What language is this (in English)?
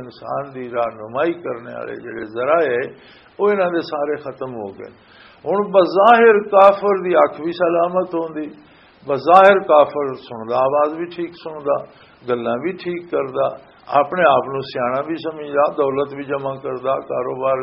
Western Panjabi